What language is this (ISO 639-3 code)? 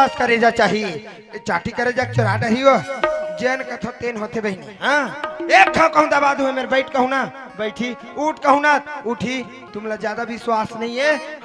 hne